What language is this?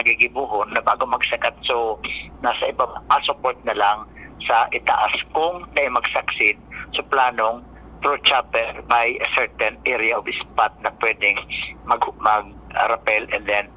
Bikol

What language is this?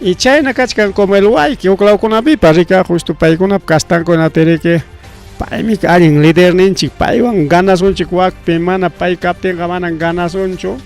Ayacucho Quechua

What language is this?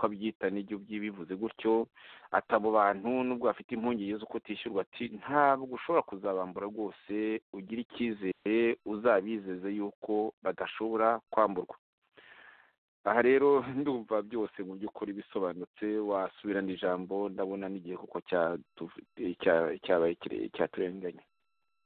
Kinyarwanda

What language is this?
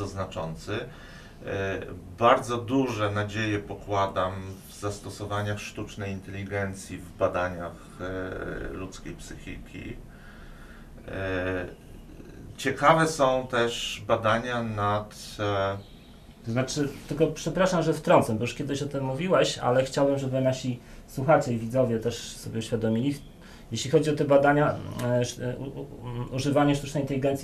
Polish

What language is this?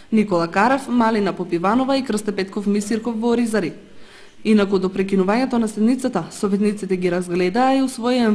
Macedonian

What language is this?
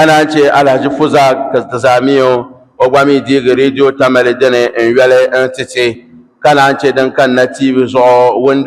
Dagbani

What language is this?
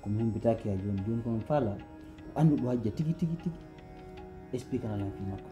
Pular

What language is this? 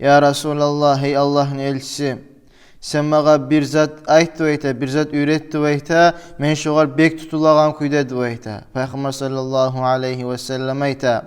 Kumyk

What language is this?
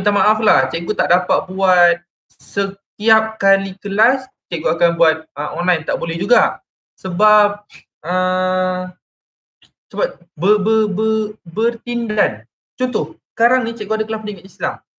Malay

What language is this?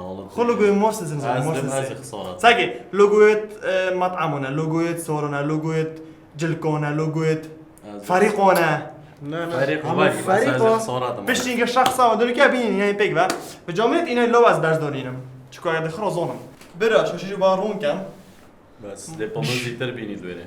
Kurdish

